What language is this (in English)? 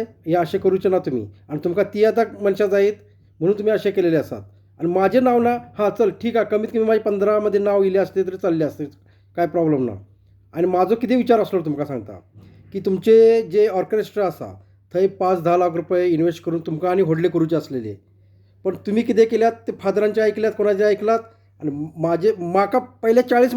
Konkani